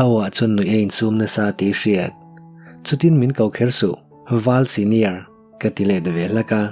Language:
Mizo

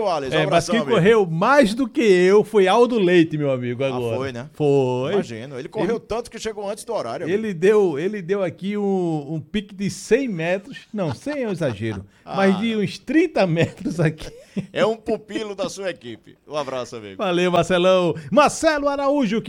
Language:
Portuguese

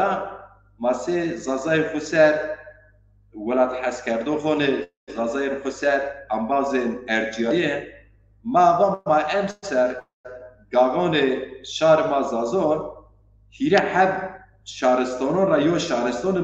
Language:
Zaza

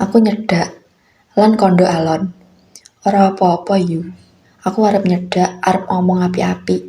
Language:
Javanese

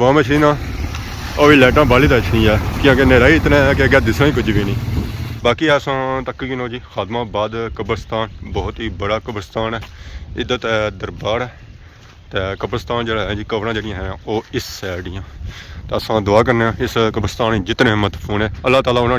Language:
Pahari-Potwari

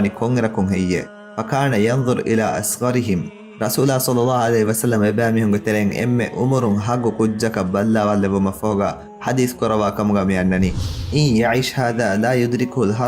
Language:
Divehi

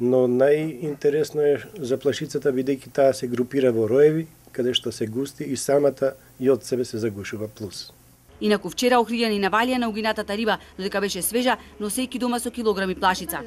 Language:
Macedonian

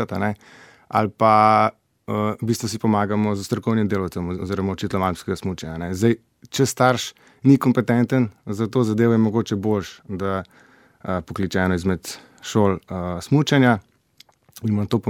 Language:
Slovenian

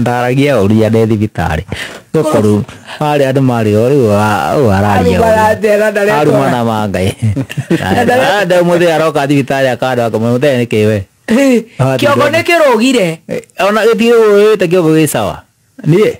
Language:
Kikuyu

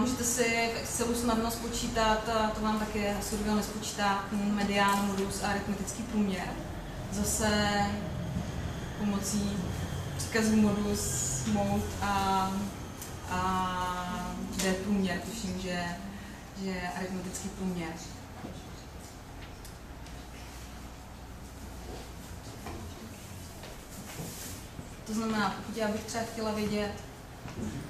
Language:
Czech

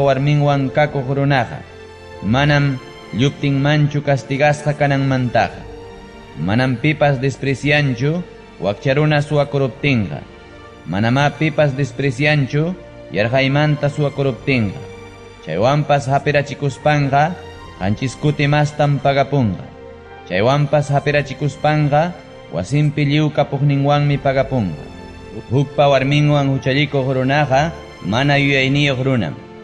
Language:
Ayacucho Quechua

